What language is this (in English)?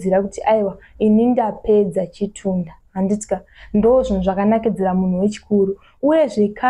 Shona